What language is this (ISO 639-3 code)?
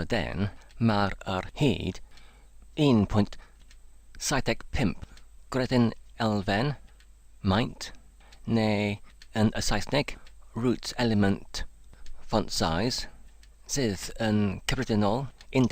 cym